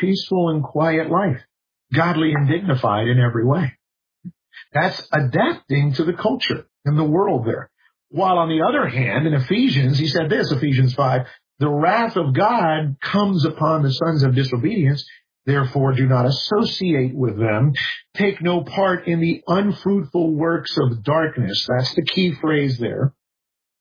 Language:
English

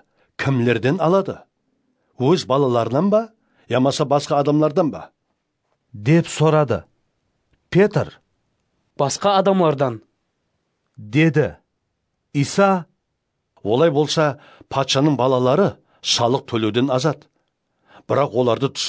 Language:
Kara-Kalpak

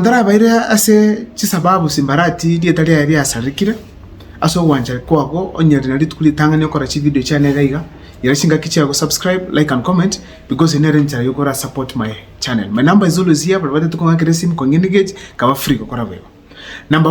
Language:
Gusii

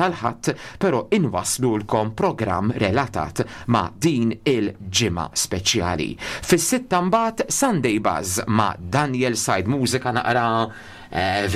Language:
Maltese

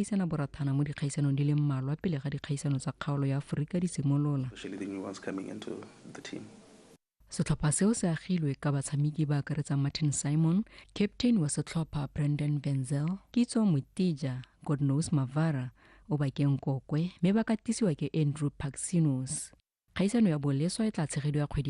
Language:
Tswana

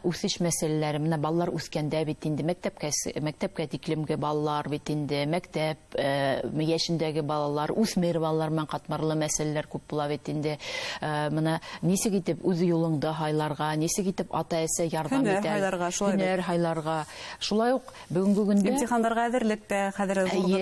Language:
Bashkir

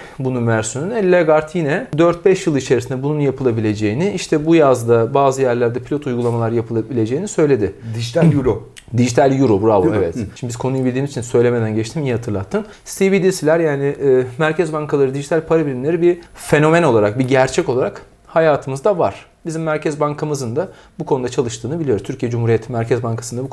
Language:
Turkish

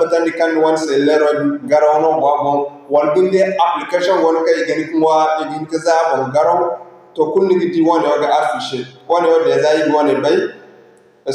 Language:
Zarma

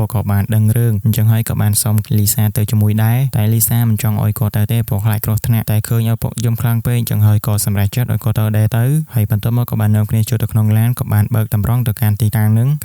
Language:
Khmer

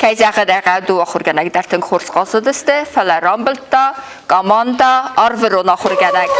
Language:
Ossetic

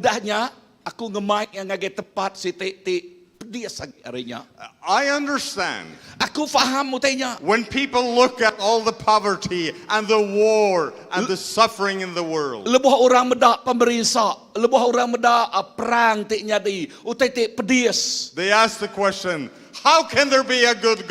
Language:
Iban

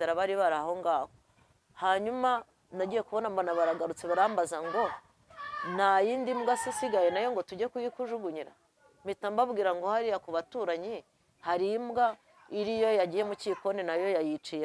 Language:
Kinyarwanda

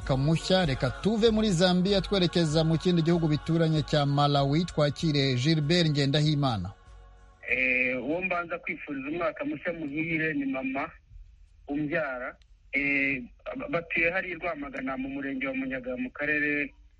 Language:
Kinyarwanda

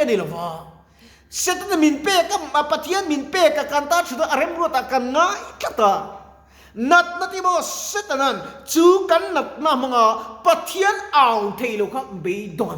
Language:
Mizo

